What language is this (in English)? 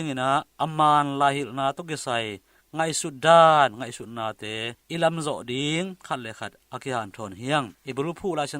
Tedim Chin